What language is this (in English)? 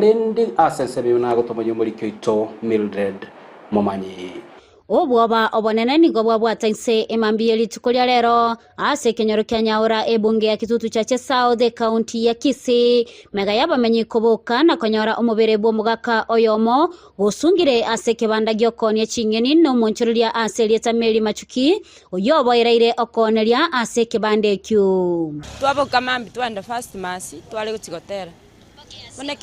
Gusii